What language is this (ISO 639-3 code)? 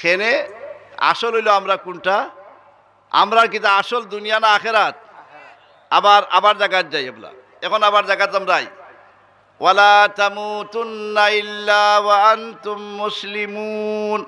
syl